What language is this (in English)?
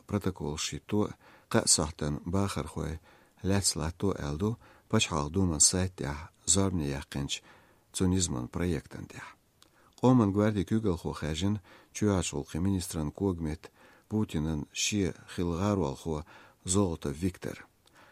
Chechen